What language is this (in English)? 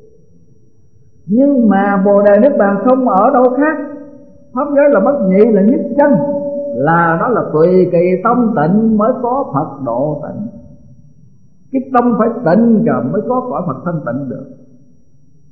Vietnamese